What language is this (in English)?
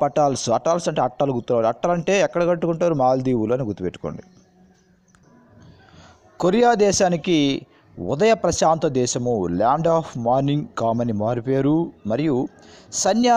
Telugu